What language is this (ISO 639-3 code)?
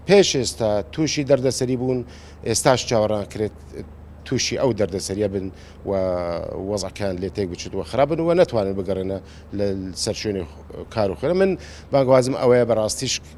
ckb